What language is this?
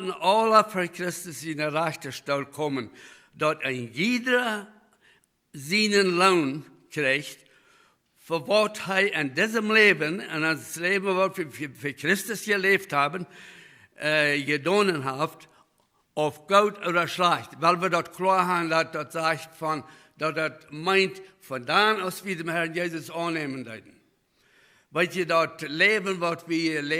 Plautdietsch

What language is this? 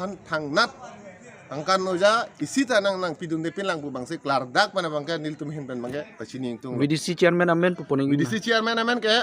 Karbi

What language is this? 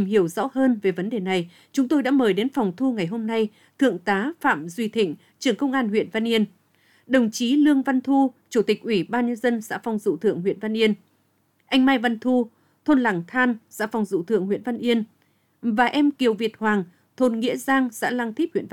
Vietnamese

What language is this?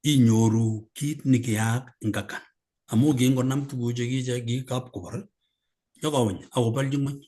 Kalenjin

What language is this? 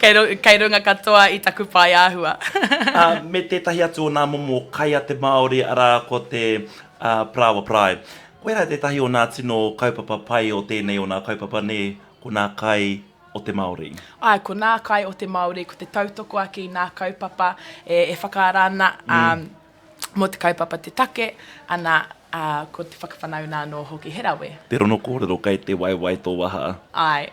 Māori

